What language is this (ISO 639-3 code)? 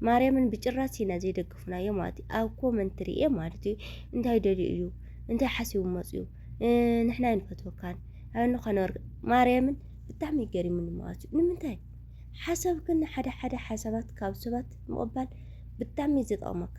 tir